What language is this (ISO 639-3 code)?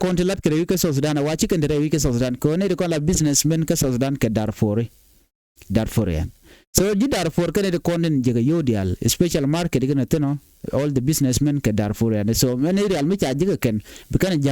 nus